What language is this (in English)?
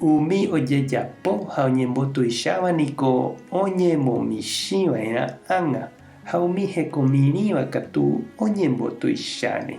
Guarani